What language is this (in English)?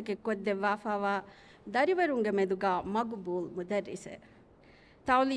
Divehi